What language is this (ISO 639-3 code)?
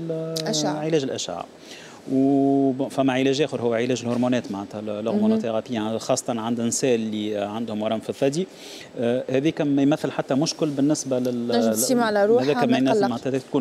aeb